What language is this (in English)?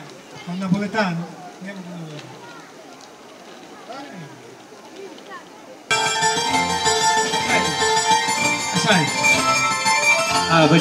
Italian